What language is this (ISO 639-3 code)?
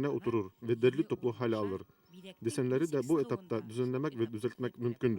bak